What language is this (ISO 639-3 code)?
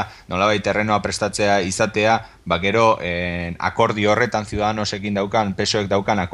eus